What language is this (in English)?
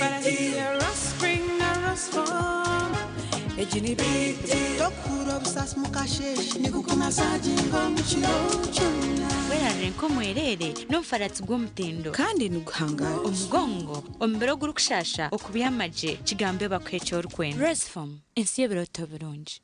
Nyankole